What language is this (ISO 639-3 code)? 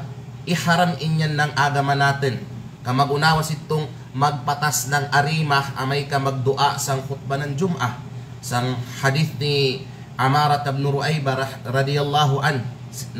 kqe